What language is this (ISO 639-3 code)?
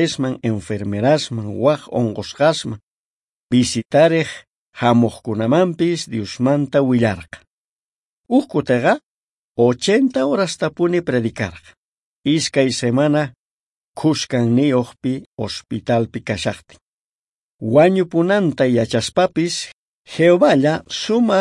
quh